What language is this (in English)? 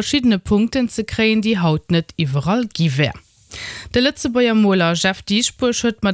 Luxembourgish